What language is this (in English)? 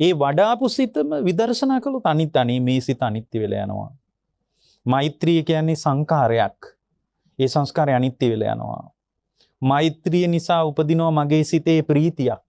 Sinhala